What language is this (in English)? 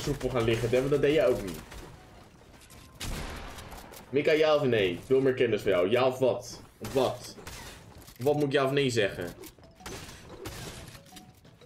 Dutch